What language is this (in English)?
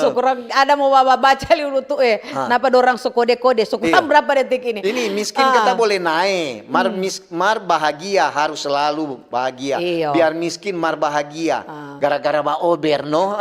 Manado Malay